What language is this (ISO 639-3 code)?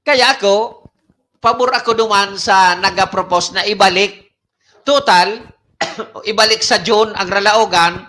bik